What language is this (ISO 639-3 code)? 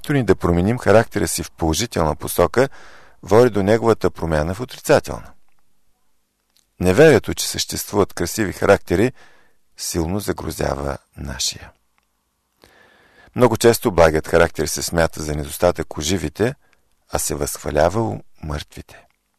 bul